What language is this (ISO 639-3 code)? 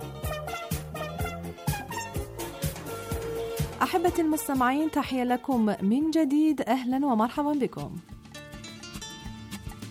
ara